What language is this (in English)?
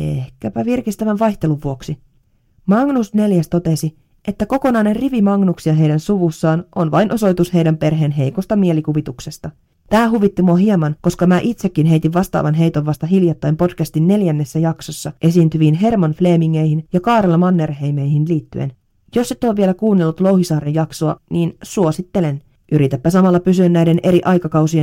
Finnish